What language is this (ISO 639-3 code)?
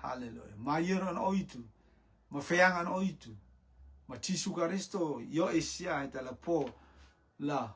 rtm